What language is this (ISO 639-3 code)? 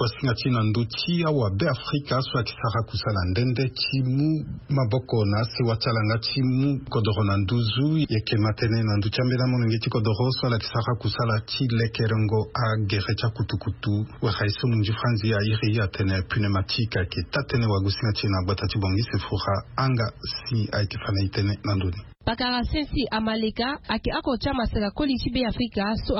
sag